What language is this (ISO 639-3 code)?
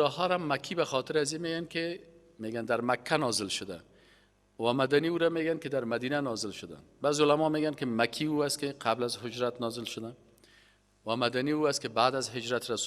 fas